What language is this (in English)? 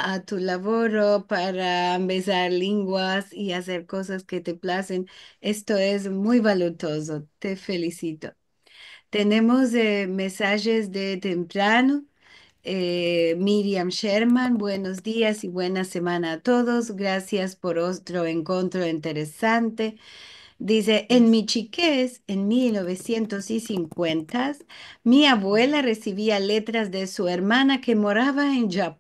Ladino